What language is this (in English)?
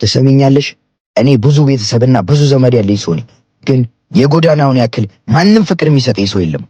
Amharic